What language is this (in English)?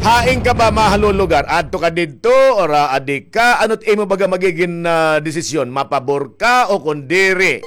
Waray